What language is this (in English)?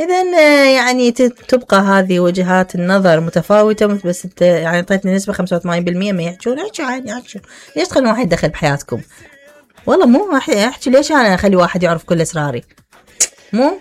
Mesopotamian Arabic